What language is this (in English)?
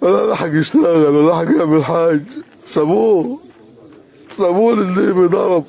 Egyptian Arabic